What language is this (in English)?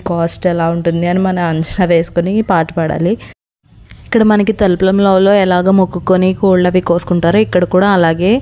Telugu